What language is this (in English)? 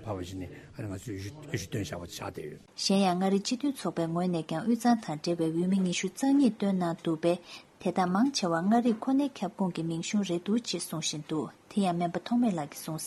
Tibetan